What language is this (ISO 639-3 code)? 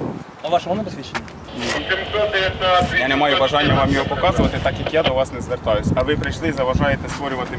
ukr